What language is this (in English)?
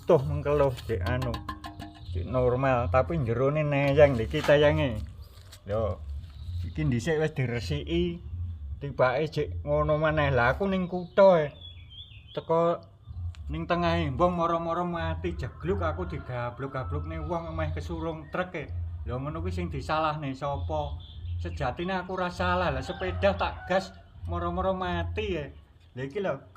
Javanese